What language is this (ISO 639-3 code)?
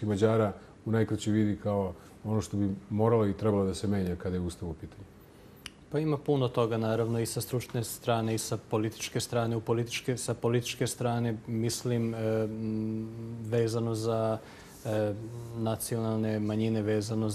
srp